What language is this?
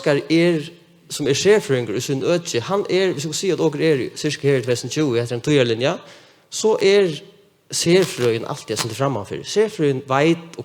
Faroese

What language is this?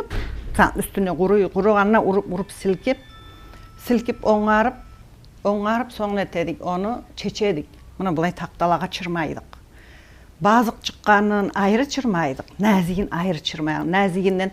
Kumyk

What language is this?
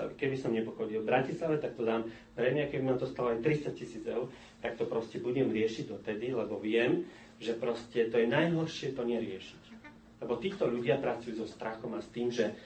Slovak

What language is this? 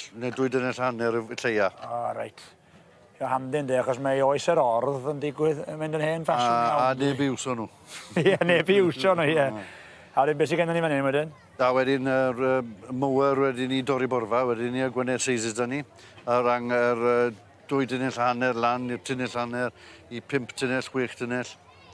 Welsh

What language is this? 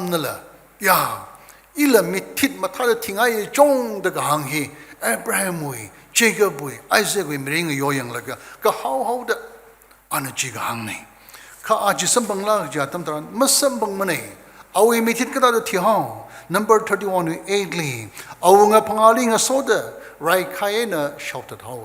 Tangkhul Naga (India)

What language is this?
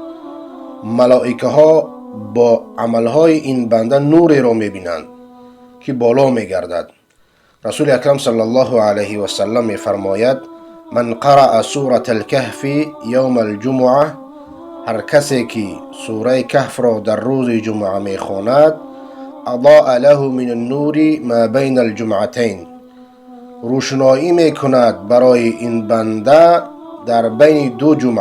Persian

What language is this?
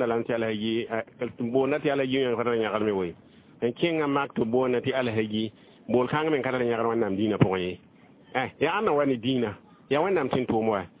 Mossi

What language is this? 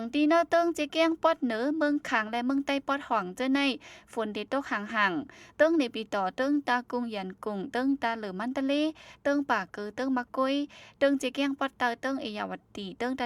Shan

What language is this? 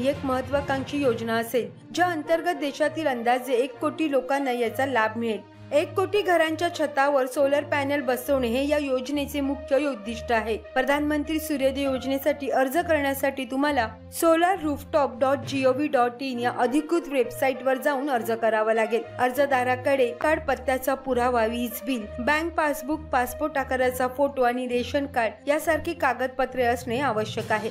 Marathi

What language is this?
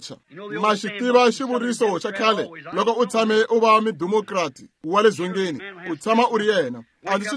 Tsonga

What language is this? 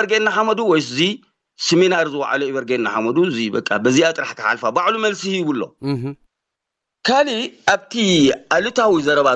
Tigrinya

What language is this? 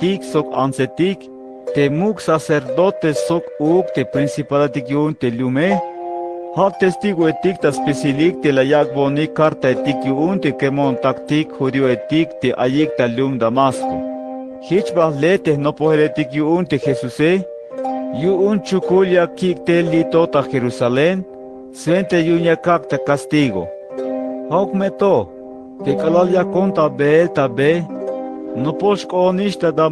Tzeltal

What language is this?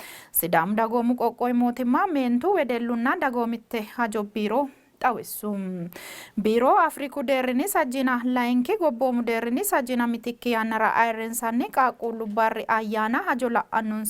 Sidamo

